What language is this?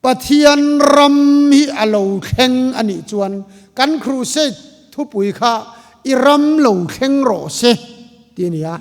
Mizo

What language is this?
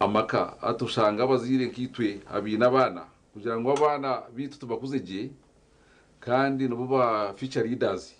Nyankole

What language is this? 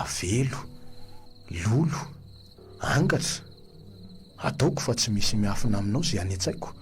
Malagasy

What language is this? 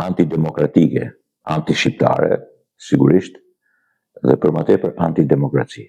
Albanian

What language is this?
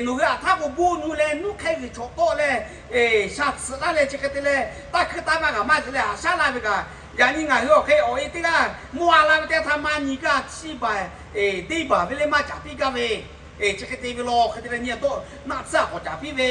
Lahu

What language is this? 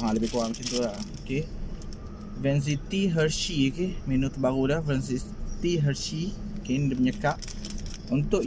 Malay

